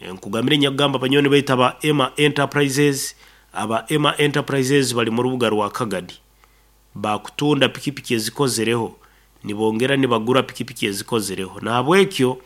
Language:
Nyankole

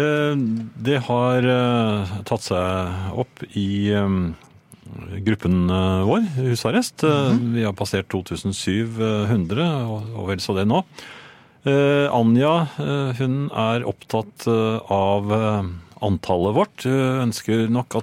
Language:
Norwegian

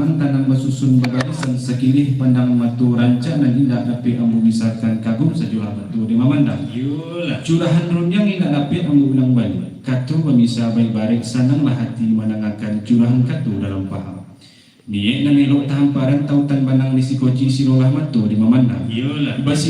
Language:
Minangkabau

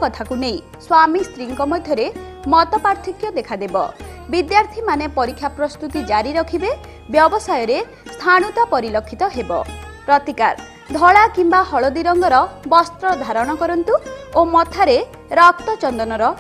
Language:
Odia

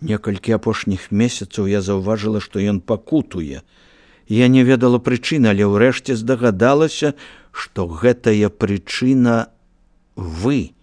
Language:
Belarusian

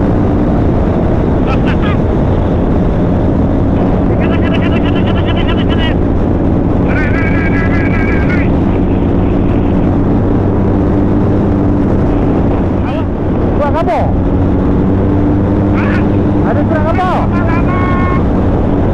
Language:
Malay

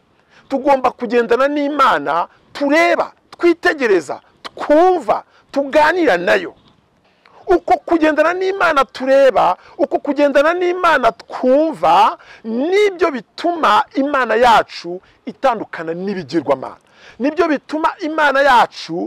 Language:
Kinyarwanda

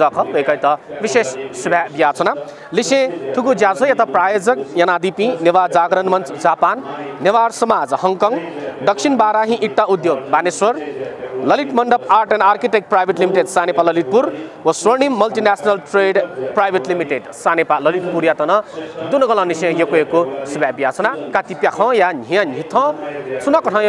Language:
Newari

